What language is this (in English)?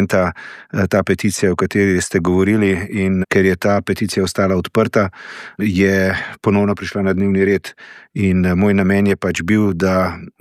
Slovenian